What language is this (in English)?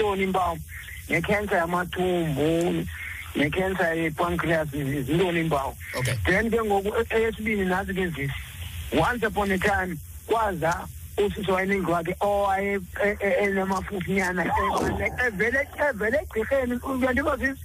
Xhosa